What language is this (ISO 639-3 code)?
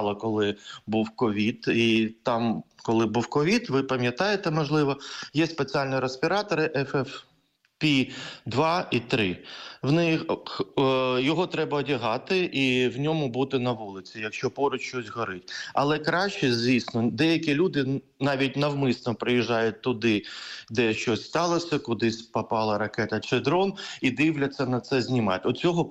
ukr